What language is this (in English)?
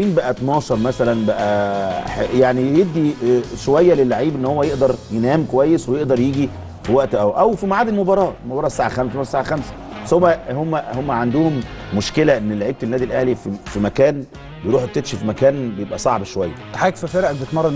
Egyptian Arabic